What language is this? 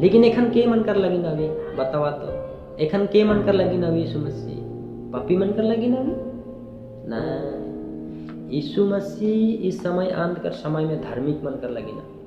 Sadri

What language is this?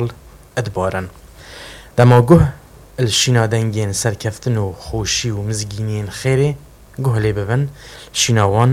Kurdish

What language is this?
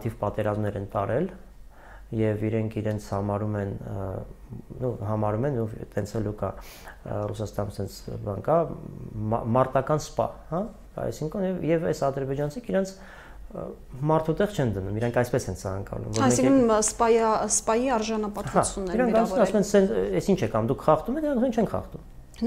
Armenian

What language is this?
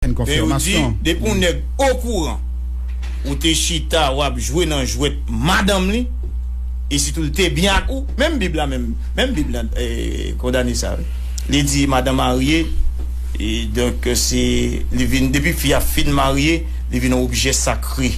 Haitian Creole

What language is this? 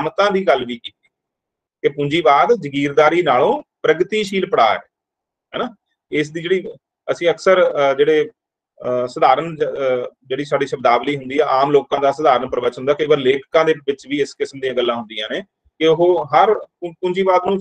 Punjabi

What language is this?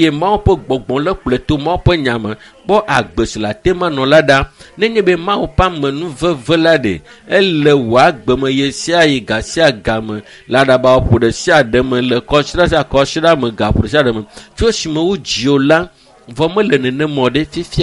Ewe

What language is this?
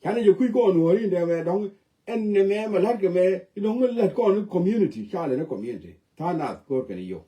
Nuer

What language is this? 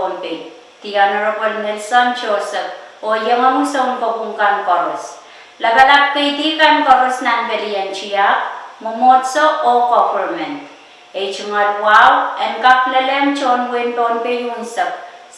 Pohnpeian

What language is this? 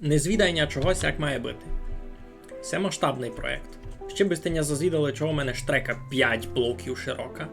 Rusyn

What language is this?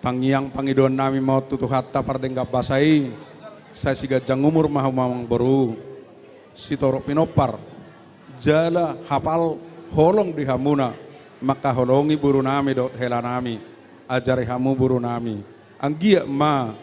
Batak Toba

